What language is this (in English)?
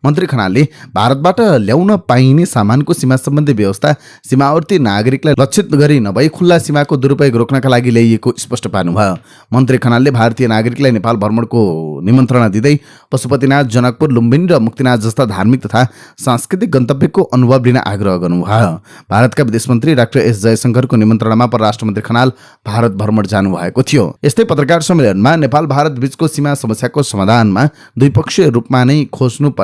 Nepali